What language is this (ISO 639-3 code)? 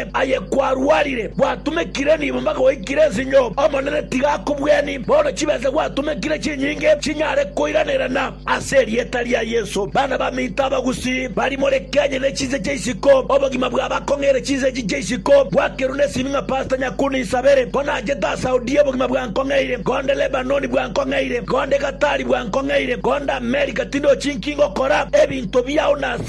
guz